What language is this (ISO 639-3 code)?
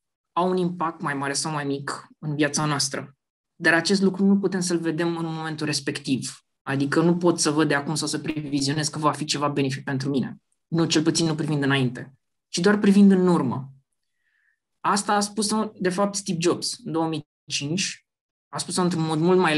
ron